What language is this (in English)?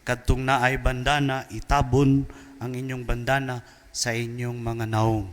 Cebuano